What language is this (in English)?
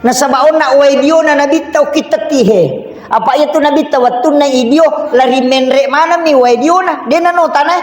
Buginese